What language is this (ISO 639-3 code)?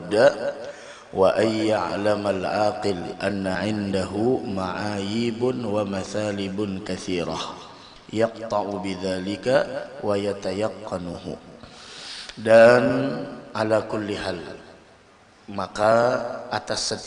ind